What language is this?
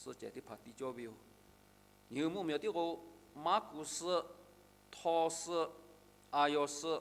Lahu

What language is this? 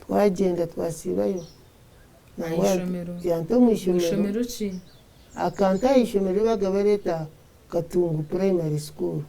Nyankole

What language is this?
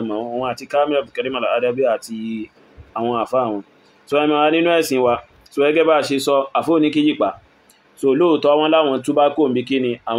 Yoruba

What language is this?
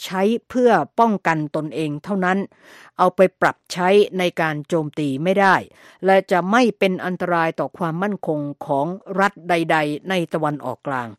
Thai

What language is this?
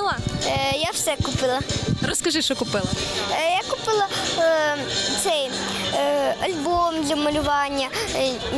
Ukrainian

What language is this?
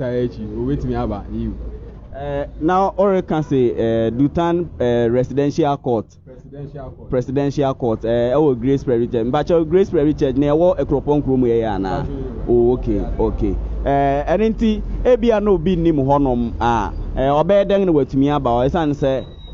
Akan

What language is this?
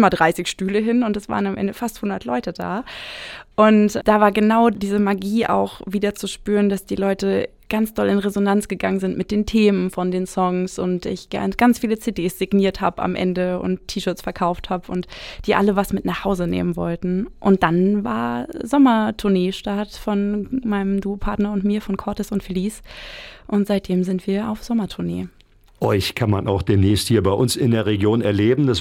German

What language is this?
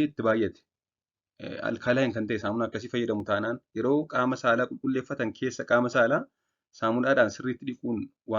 Oromo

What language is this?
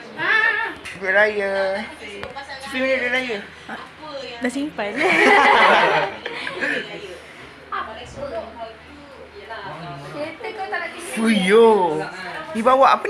Malay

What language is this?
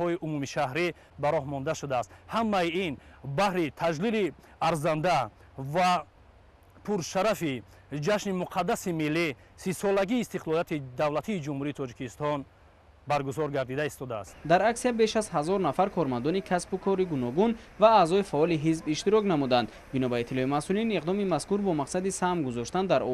Tajik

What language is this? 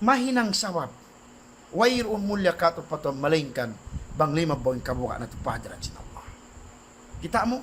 Tausug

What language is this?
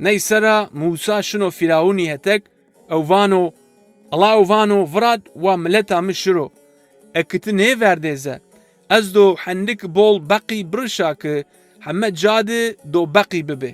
Zaza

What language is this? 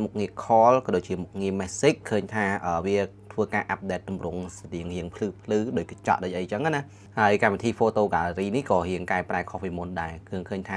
Khmer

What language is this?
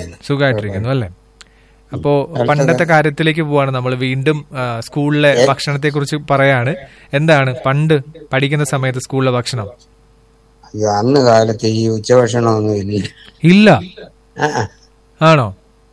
Malayalam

